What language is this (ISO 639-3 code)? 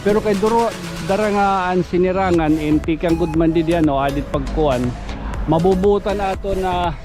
war